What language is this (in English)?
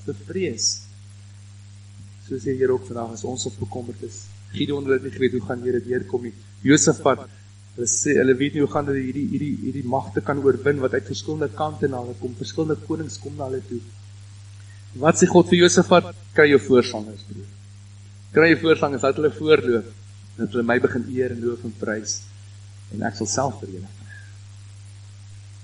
Afrikaans